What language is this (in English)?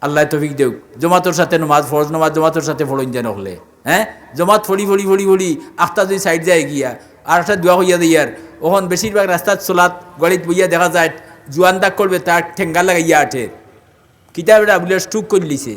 Sylheti